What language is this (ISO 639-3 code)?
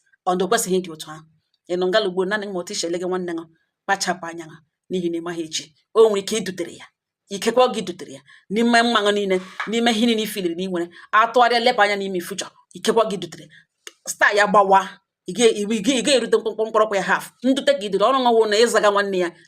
ibo